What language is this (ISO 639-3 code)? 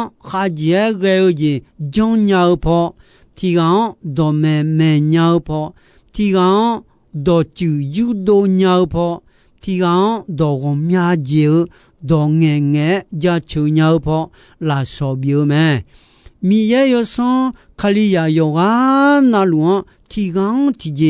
ahk